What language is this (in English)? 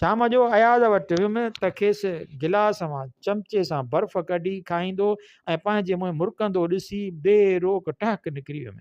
Sindhi